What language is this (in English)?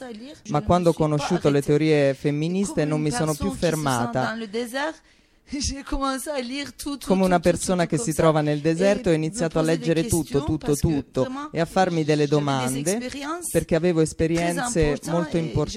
Italian